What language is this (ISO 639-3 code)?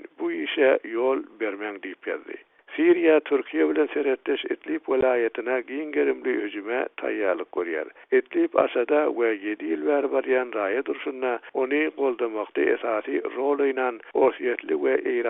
tuk